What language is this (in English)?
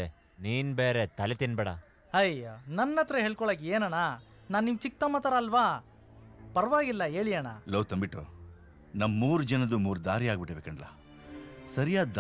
Kannada